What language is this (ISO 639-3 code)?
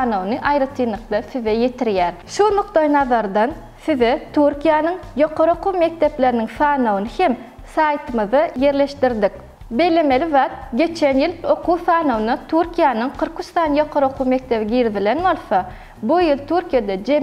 tuk